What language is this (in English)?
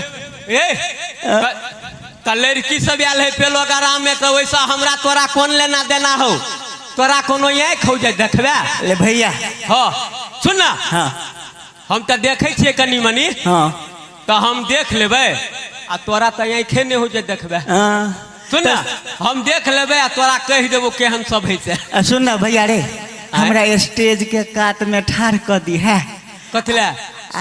Maithili